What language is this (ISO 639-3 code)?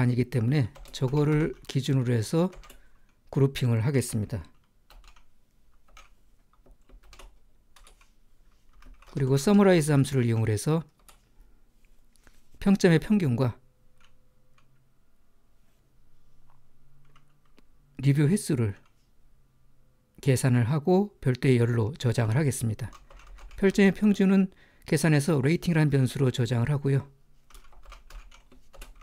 kor